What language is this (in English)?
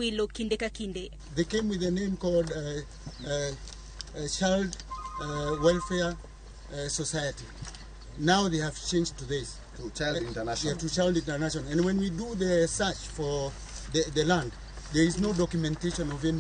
Luo (Kenya and Tanzania)